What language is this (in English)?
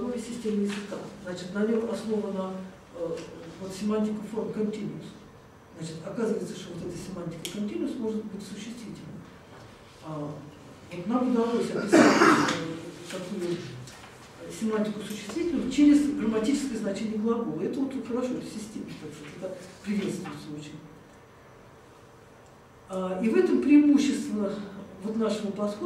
Russian